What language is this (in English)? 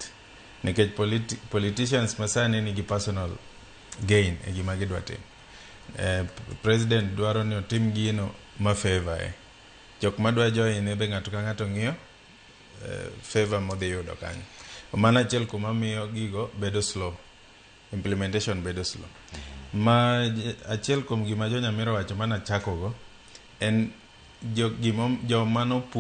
Luo (Kenya and Tanzania)